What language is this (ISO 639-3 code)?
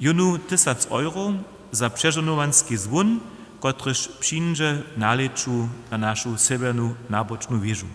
hsb